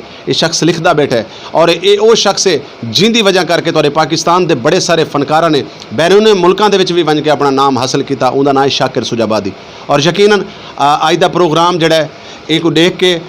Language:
Saraiki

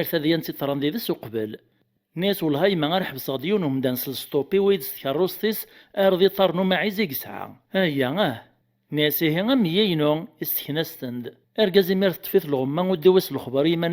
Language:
Kabyle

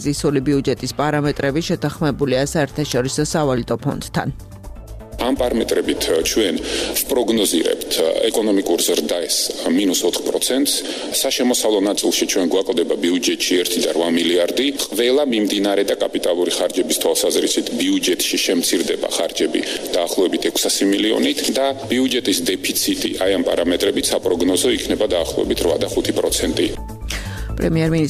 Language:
Georgian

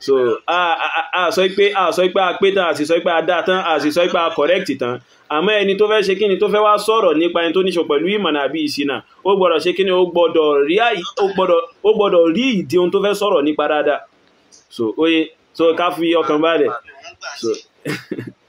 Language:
Yoruba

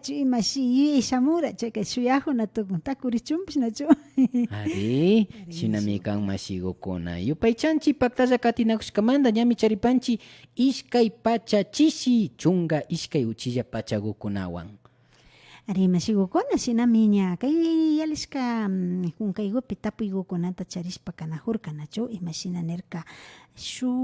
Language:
Imbabura Highland Quichua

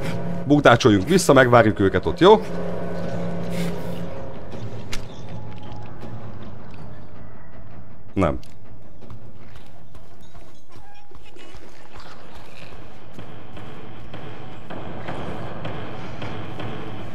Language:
Hungarian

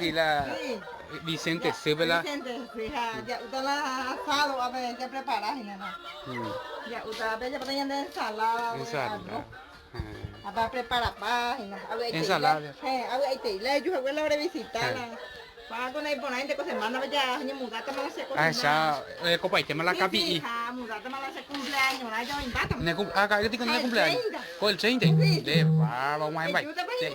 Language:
Guarani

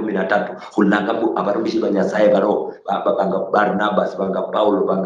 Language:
Luyia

